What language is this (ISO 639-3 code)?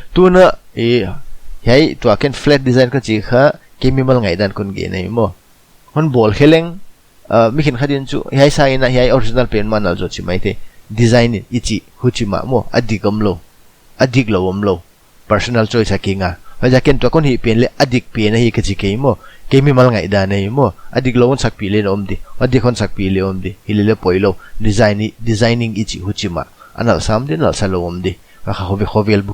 pck